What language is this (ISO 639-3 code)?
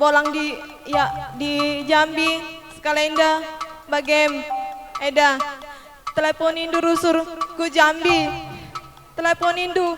btx